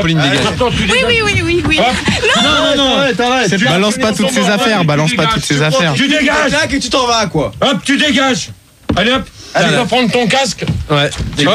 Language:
French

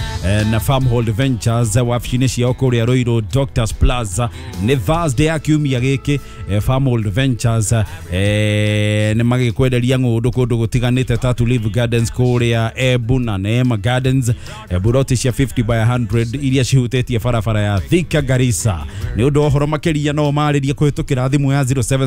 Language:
Kikuyu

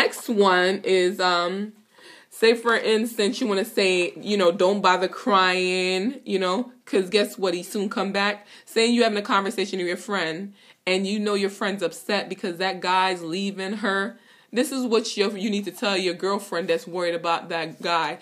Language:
Jamaican Creole English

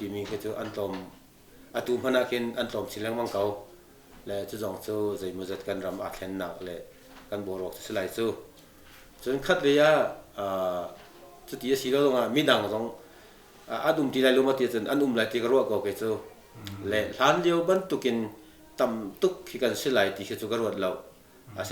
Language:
Hakha Chin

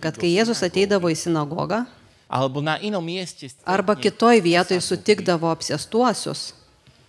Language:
Lithuanian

